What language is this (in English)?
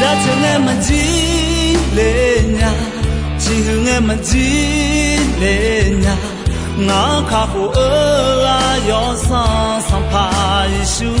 Akha